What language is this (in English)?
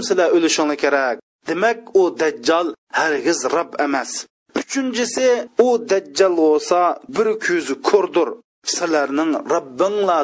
Uyghur